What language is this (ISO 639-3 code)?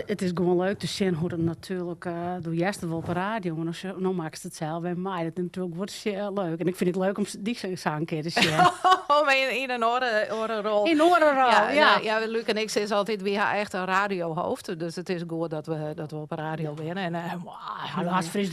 fry